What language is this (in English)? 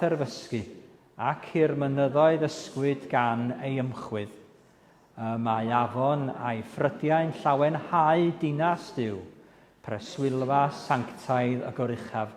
Welsh